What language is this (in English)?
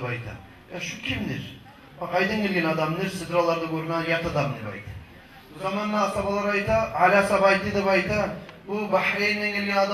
Kumyk